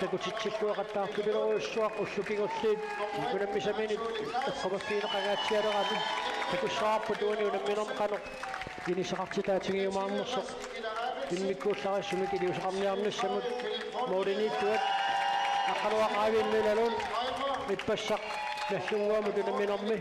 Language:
Kalaallisut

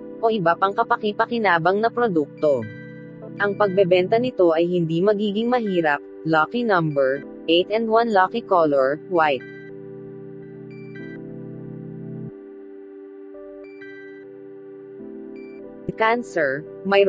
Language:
Filipino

